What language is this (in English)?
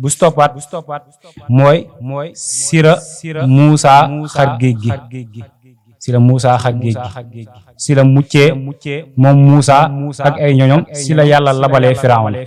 Wolof